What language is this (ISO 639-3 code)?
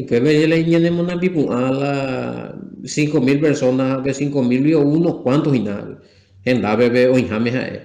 grn